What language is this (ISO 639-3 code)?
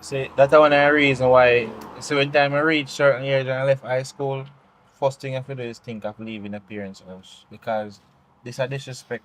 jam